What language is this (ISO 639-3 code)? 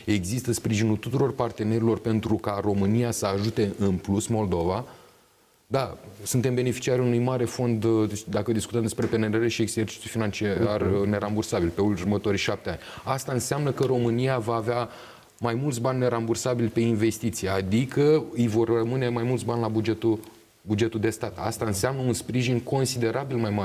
ron